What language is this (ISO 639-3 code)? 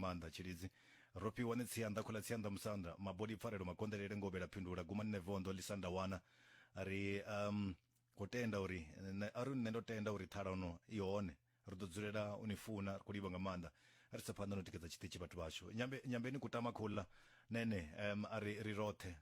ven